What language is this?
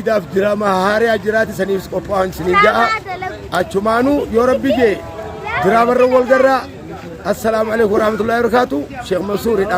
Oromo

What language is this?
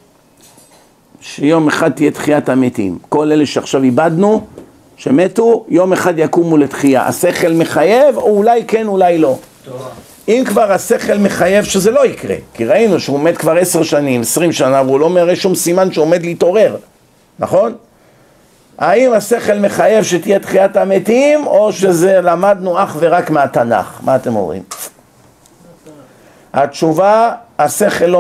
Hebrew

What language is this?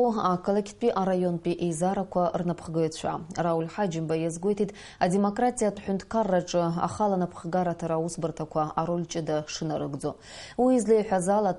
Abkhazian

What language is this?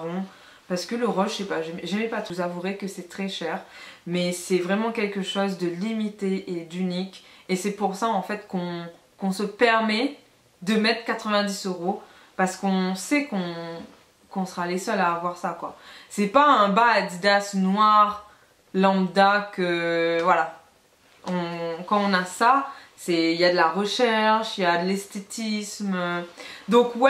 French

